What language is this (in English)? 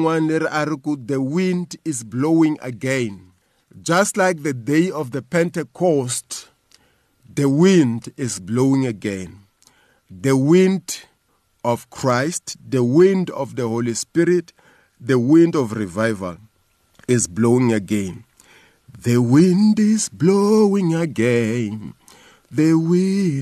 Tsonga